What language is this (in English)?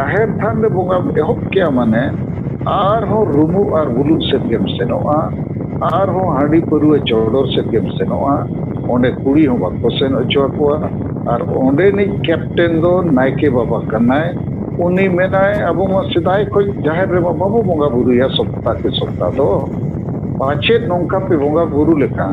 Santali